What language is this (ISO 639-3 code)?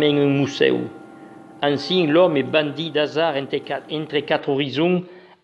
oci